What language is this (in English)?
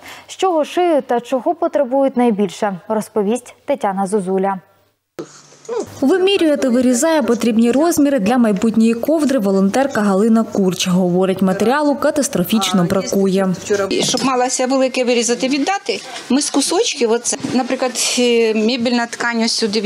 Ukrainian